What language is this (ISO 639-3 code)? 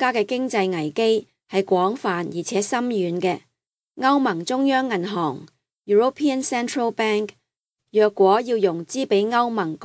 yue